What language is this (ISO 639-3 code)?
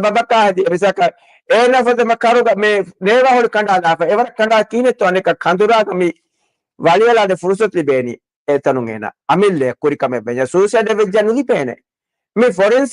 div